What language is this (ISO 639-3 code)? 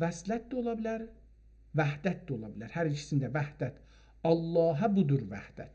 azb